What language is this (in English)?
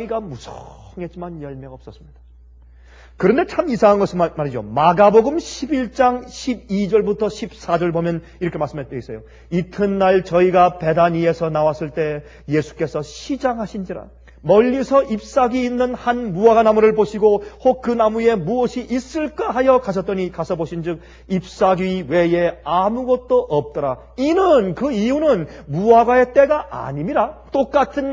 Korean